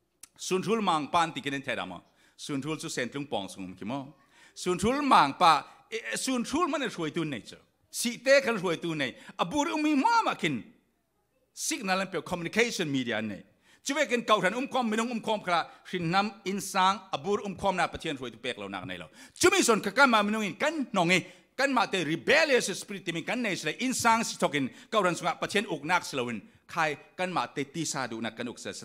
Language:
Falam Chin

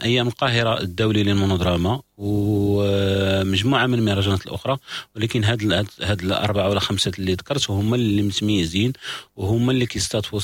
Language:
Moroccan Arabic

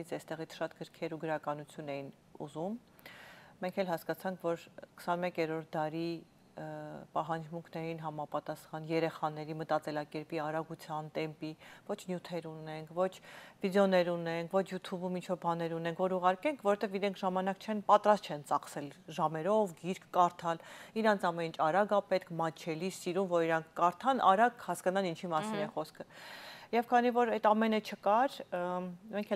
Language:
Armenian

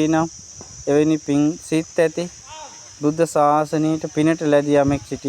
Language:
Sinhala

